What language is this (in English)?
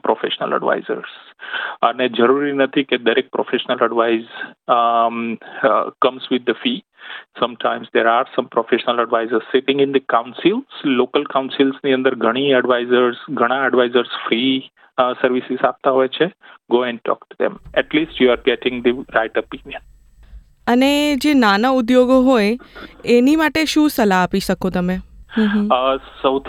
Gujarati